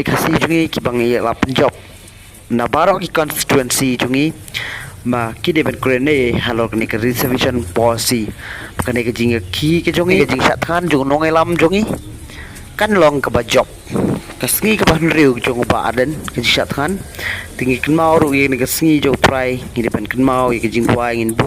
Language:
Khasi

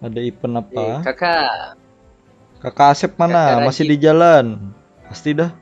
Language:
Banjar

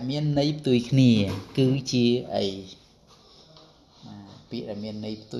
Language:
Khmer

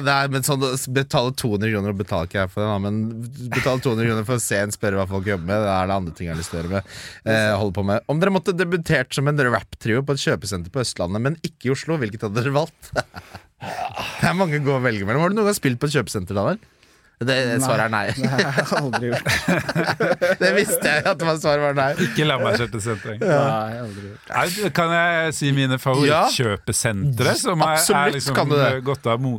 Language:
Norwegian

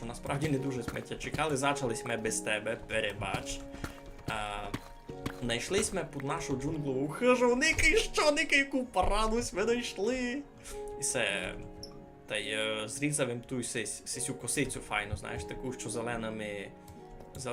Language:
Rusyn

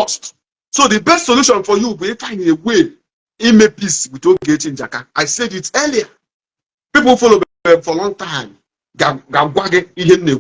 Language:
Igbo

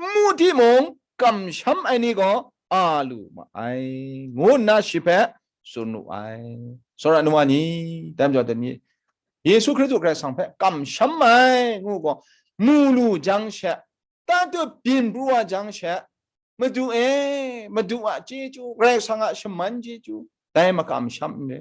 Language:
Kachin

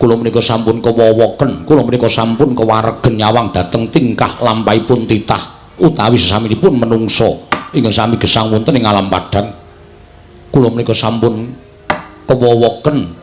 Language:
Javanese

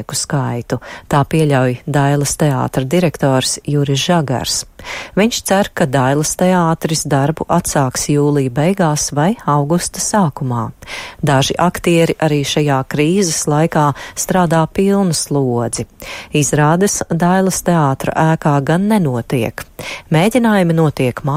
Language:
Latvian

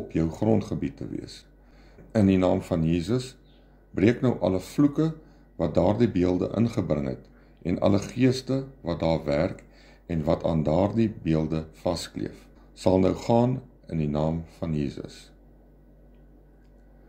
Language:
Afrikaans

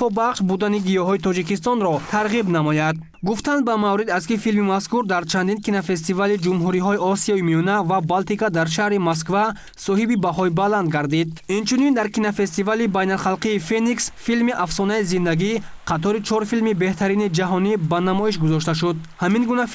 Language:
Tajik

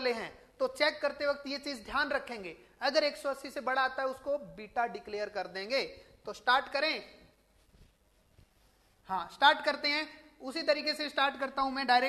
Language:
Hindi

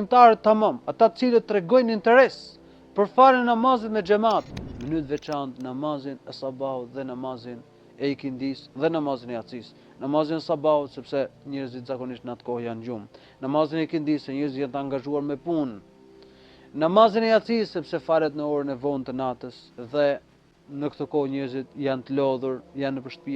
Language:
Albanian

